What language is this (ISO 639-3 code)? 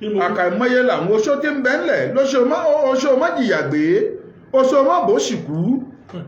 yor